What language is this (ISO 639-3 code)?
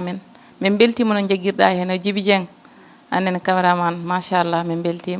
ful